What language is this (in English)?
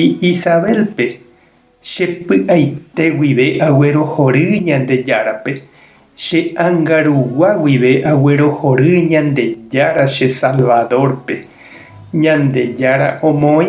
Guarani